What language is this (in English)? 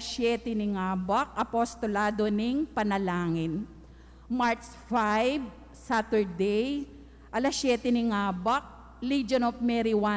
Pampanga